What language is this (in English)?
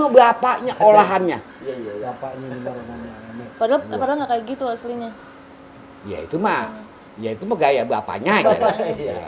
Betawi